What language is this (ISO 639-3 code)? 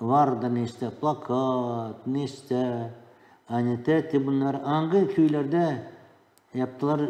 gag